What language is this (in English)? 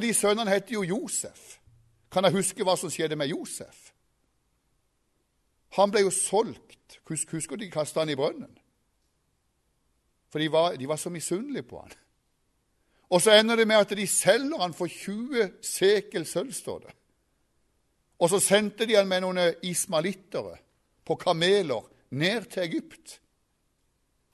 Norwegian